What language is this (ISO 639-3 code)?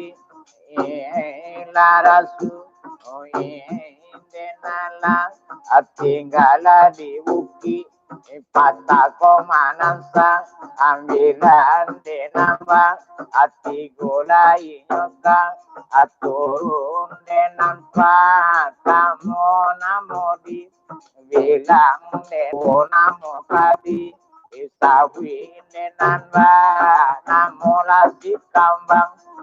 min